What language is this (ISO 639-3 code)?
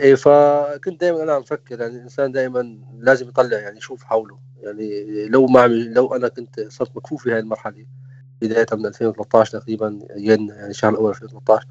apc